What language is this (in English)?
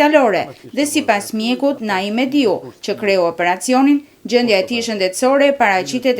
Albanian